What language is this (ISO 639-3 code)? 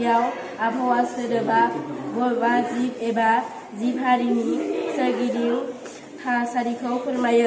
brx